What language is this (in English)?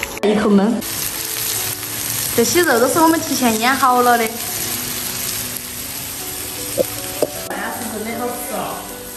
Chinese